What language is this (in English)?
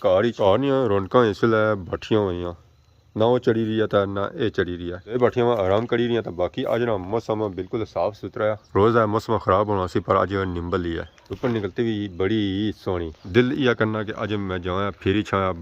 Pahari-Potwari